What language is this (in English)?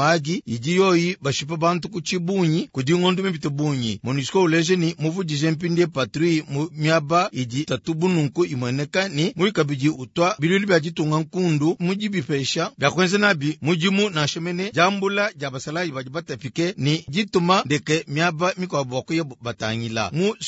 Luba-Lulua